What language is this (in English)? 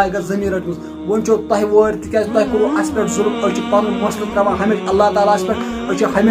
Kashmiri